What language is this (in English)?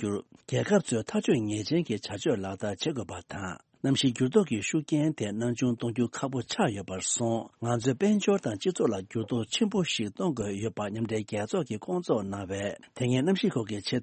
Tibetan